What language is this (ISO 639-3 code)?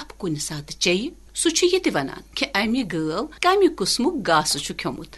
kas